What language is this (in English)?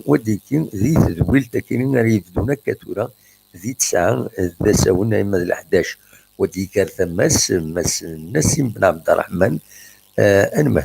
Kabyle